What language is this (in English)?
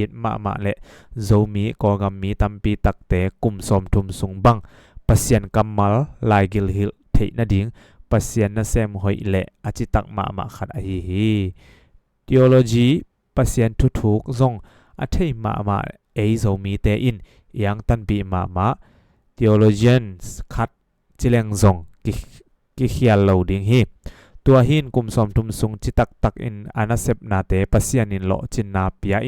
Tedim Chin